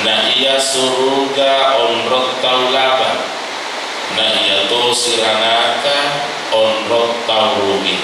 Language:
Buginese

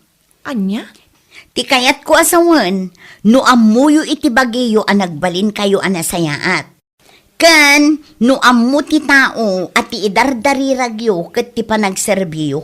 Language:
Iloko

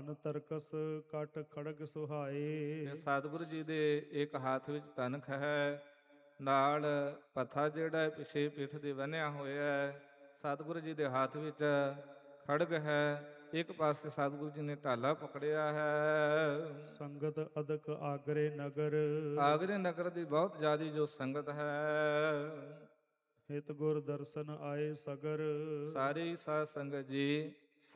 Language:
Punjabi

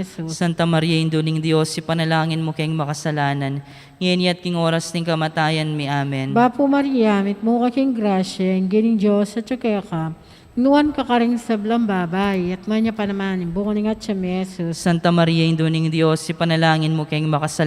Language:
Pampanga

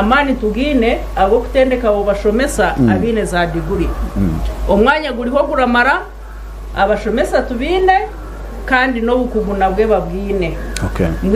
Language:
Nyankole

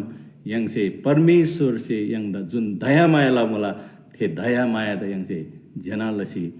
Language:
Eastern Tamang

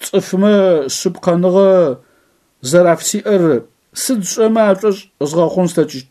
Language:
Adyghe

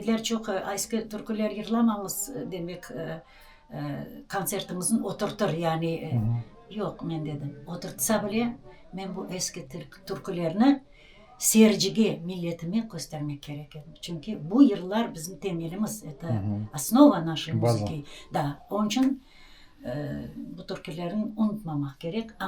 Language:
Crimean Tatar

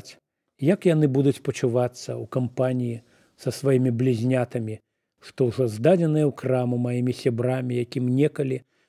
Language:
Belarusian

